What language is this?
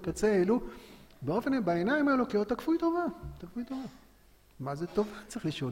Hebrew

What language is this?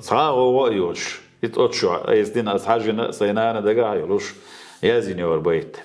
Chechen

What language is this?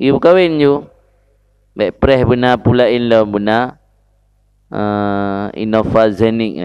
Achinese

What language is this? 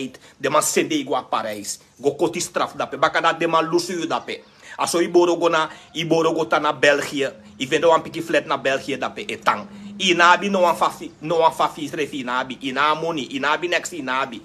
Sranan Tongo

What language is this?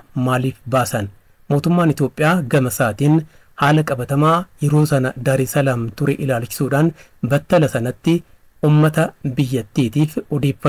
Oromo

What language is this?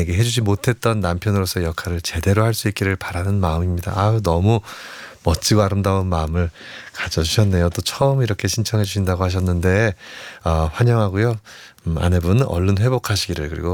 Korean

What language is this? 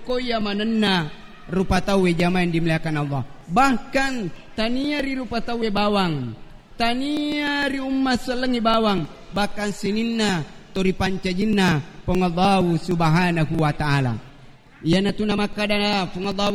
Buginese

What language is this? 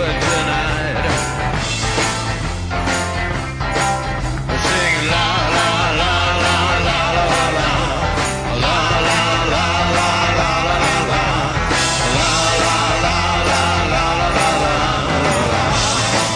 Basque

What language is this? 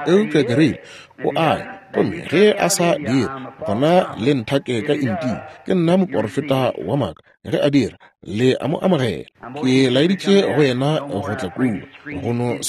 Northern Sotho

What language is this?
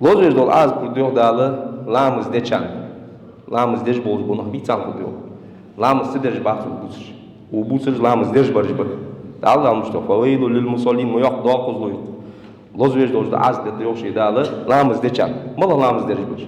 Ingush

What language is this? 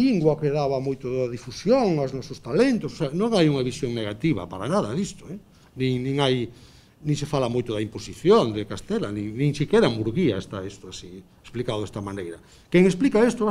Galician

